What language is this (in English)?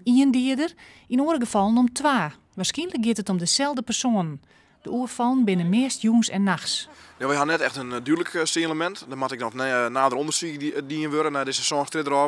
Western Frisian